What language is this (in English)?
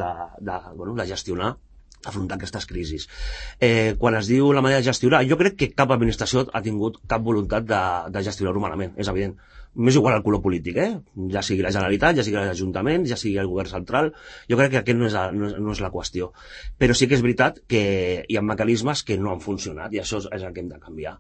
Catalan